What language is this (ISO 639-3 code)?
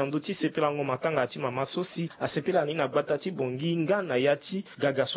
sag